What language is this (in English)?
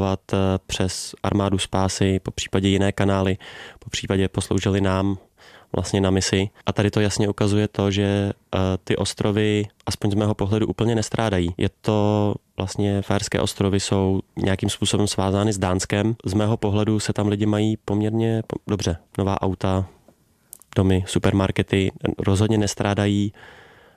Czech